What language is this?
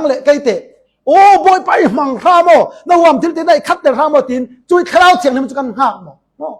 Falam Chin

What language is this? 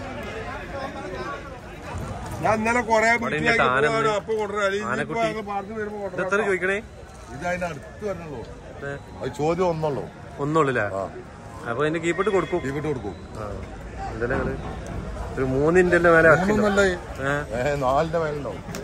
Malayalam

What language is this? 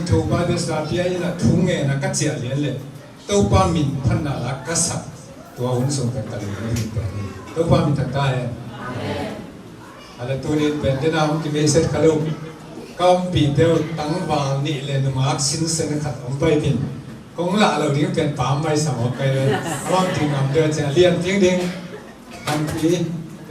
Tedim Chin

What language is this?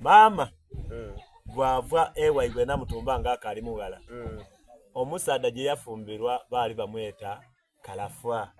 Soga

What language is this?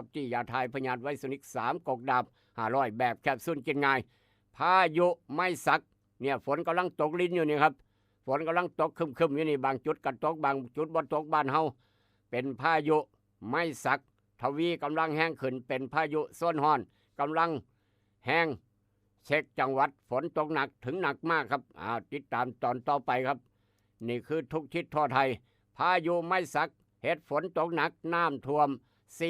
Northeastern Thai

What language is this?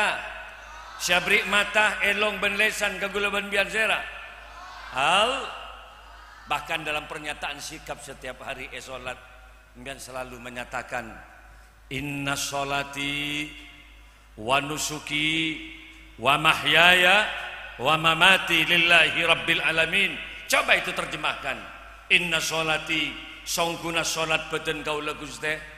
Madurese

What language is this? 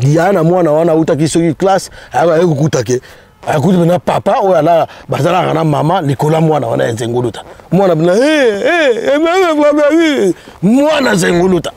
Lingala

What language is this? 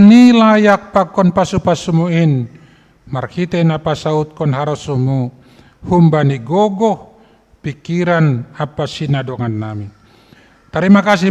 Batak Simalungun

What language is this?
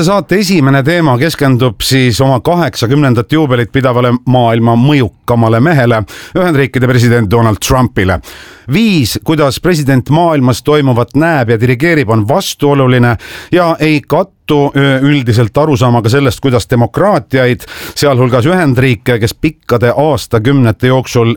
Estonian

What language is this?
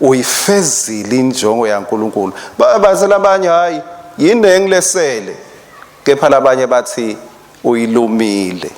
Swati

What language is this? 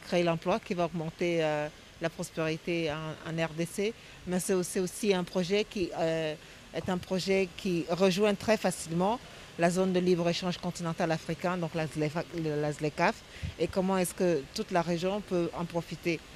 French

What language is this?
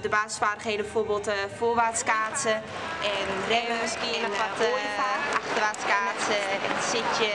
Western Frisian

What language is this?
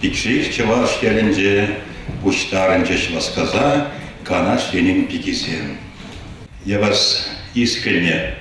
Chuvash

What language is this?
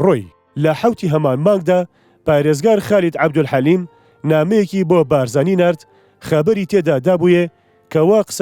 Central Kurdish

